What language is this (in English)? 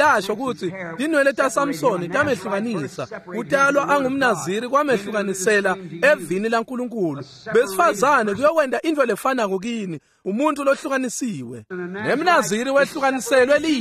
Swati